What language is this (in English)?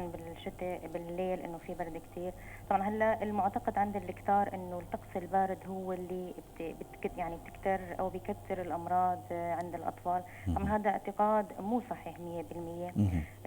North Levantine Arabic